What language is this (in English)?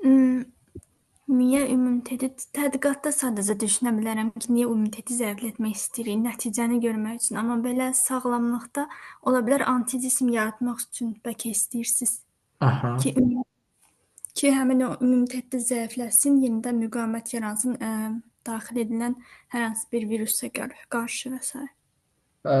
Azerbaijani